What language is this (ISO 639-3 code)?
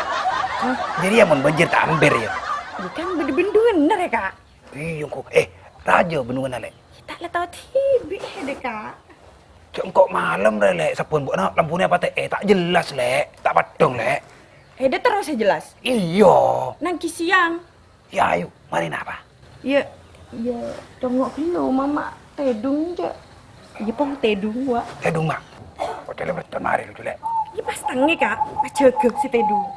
mad